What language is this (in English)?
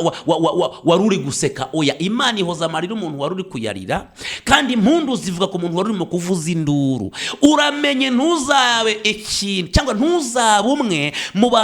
Kinyarwanda